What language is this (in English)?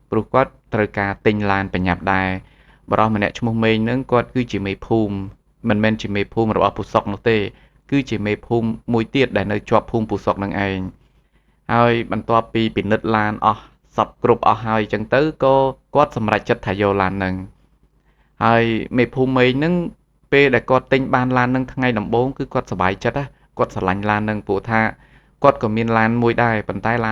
Khmer